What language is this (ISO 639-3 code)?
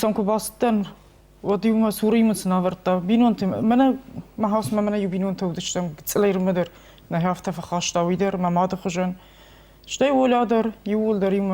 oss